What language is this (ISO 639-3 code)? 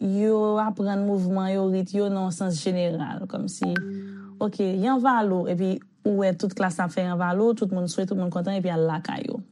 hat